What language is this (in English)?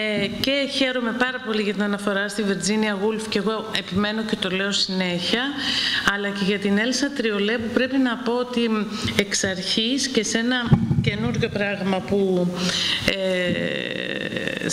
Greek